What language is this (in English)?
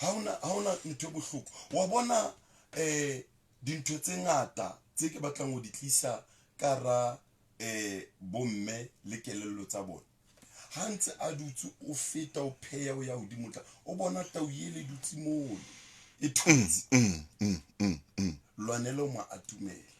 Southern Sotho